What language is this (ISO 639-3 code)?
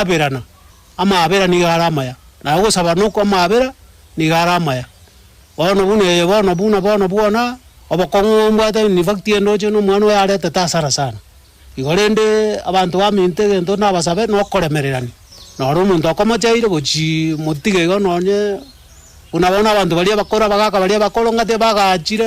guz